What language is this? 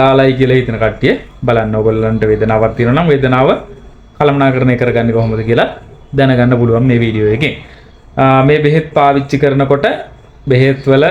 Sinhala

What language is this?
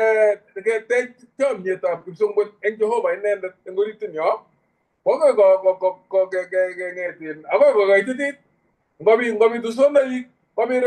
Kalenjin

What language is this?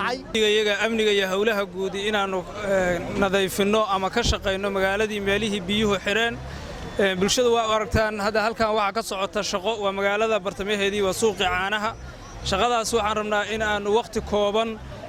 Somali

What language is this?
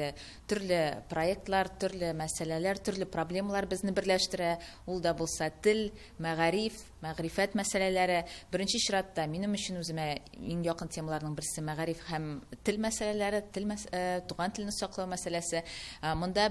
Tatar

